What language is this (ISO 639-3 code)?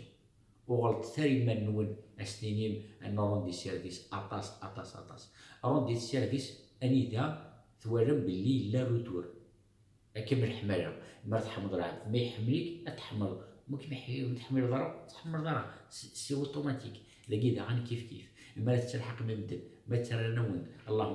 kab